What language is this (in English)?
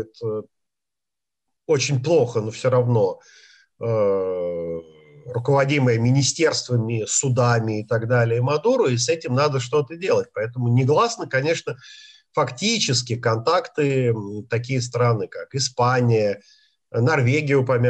Russian